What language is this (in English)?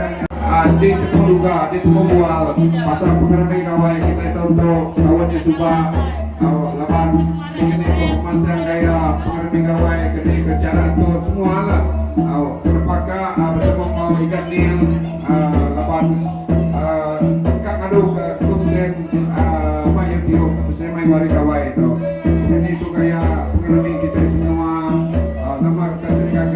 Iban